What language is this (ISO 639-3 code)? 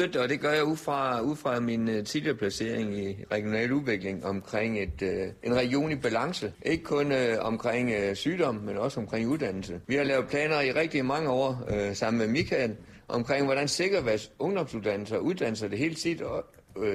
dan